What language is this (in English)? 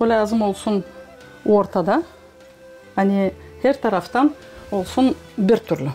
Gagauz